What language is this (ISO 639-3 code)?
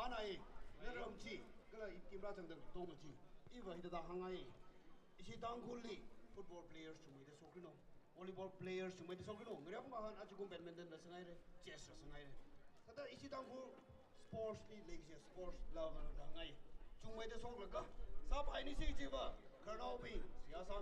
nmf